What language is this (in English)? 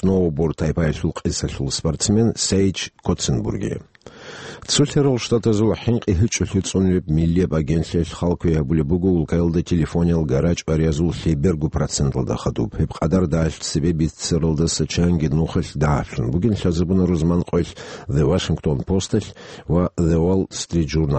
Avaric